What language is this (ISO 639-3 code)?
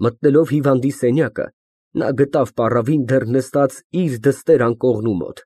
hye